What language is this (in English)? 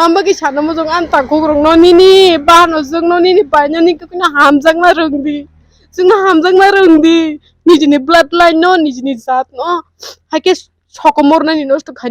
Kok Borok